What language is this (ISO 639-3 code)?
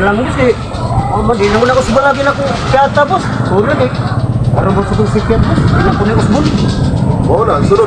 ceb